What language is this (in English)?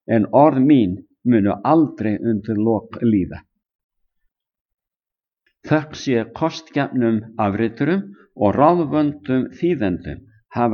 Icelandic